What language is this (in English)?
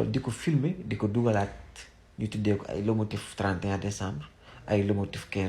Wolof